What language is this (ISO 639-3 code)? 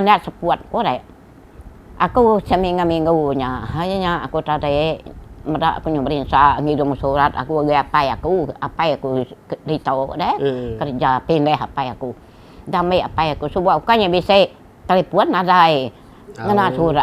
iba